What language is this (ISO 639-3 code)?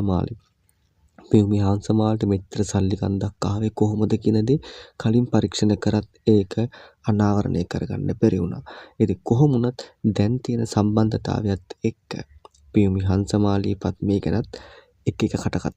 sin